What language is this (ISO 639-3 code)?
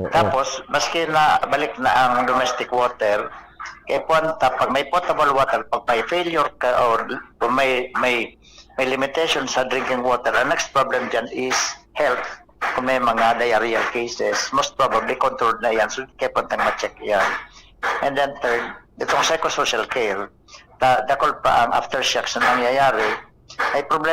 bik